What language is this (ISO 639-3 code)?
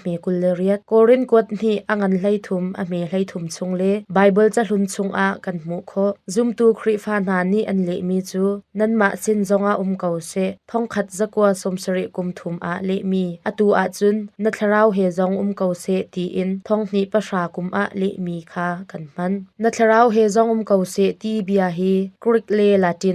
cnh